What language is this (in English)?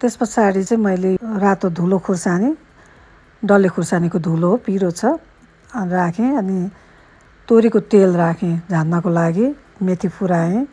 Nepali